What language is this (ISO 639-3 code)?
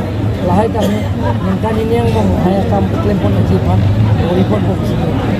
mjw